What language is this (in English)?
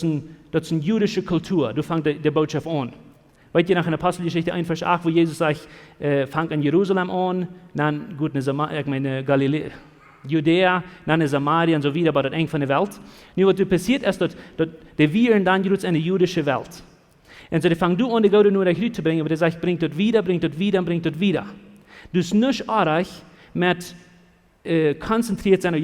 Plautdietsch